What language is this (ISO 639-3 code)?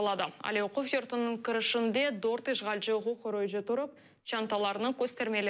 crh